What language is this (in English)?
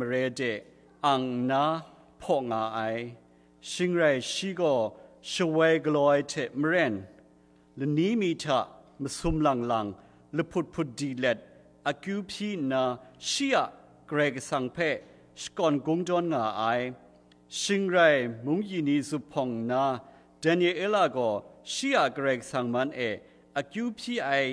Kachin